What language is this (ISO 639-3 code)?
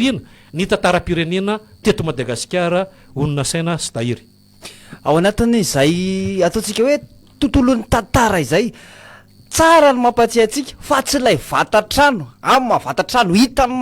mlg